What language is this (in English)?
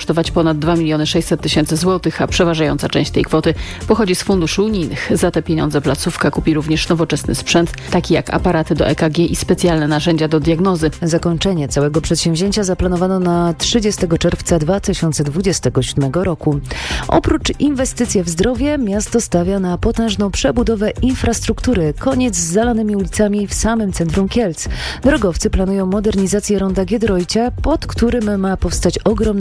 Polish